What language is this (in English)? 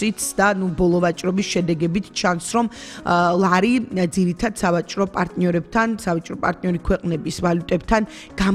Georgian